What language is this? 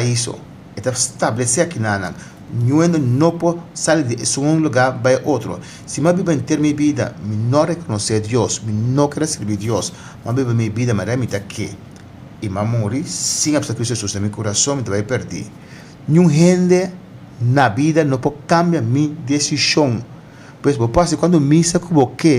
Papiamento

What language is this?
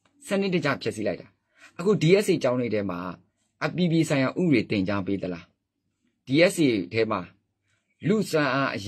Burmese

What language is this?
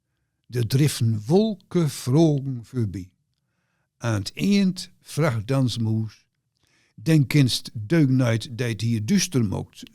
Gronings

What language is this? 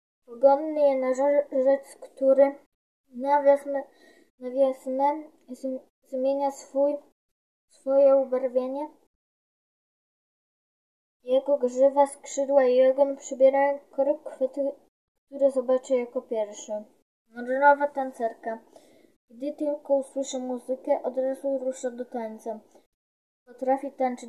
Polish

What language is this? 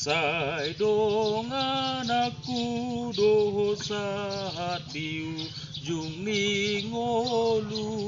Batak Toba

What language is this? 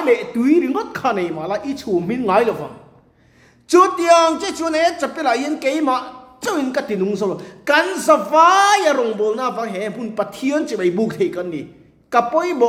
Mizo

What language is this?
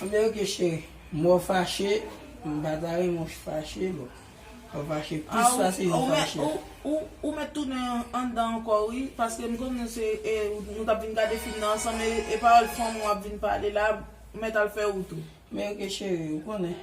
Haitian Creole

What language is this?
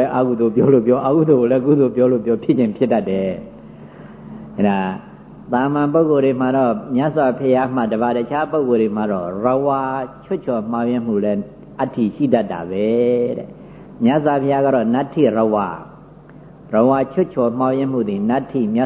Burmese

